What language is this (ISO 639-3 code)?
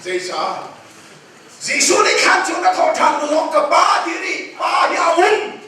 cnh